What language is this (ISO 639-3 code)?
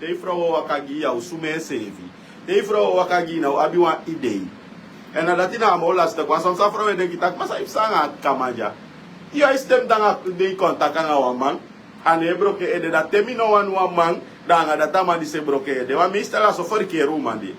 srn